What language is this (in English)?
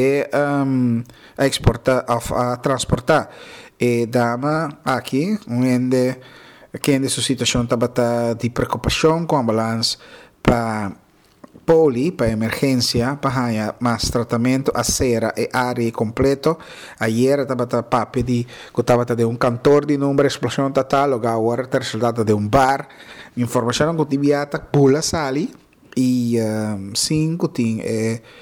Papiamento